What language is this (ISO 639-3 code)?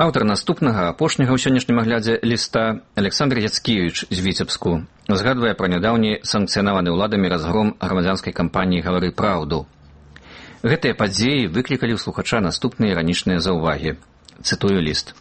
bel